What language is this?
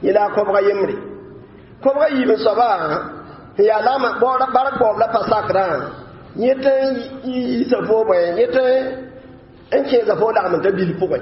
Mossi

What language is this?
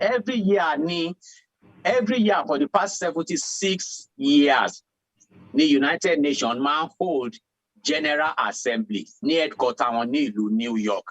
Yoruba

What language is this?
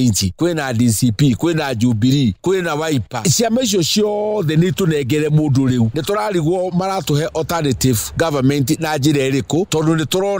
Kikuyu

